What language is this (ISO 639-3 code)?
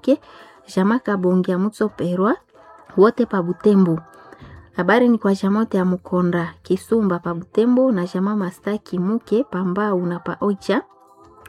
swa